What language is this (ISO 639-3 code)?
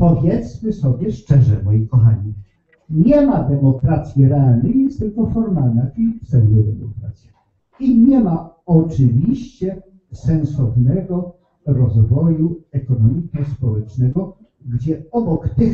pol